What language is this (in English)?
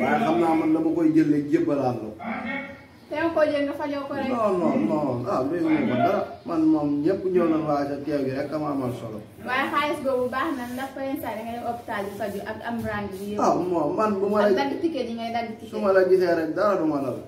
Wolof